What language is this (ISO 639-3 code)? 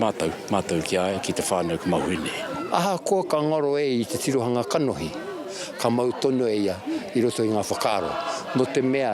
mri